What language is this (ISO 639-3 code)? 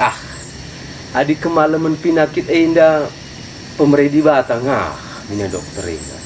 btx